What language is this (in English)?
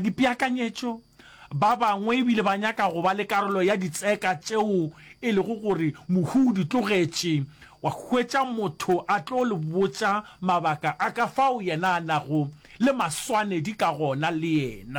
Northern Sotho